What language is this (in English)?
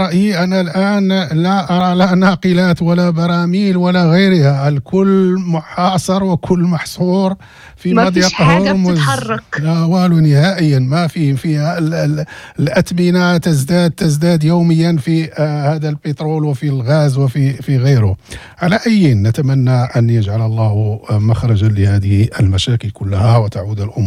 Moroccan Arabic